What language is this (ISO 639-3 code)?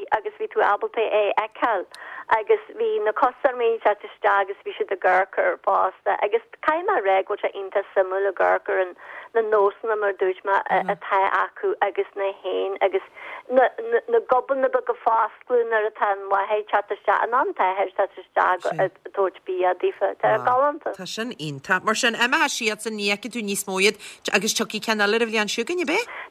gle